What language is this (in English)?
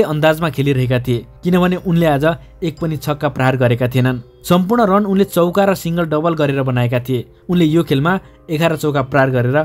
Nepali